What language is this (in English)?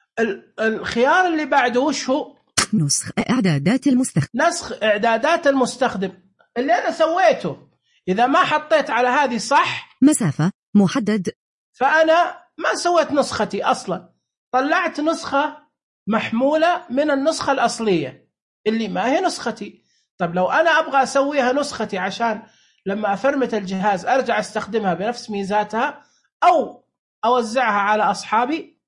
Najdi Arabic